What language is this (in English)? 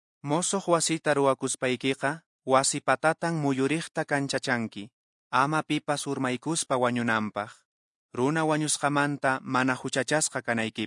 Quechua